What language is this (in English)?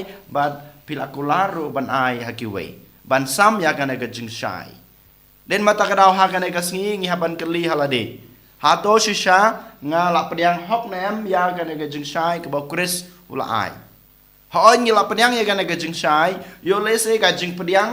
Khasi